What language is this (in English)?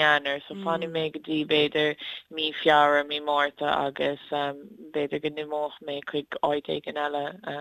Irish